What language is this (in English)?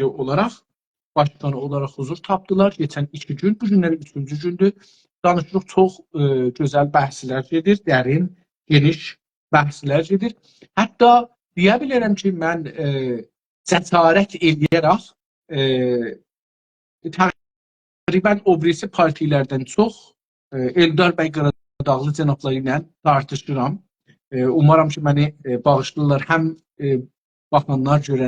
South Azerbaijani